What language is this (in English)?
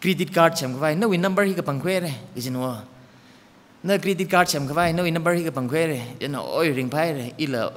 Tangkhul Naga (India)